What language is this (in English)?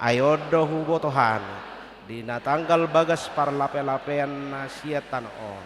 Batak Toba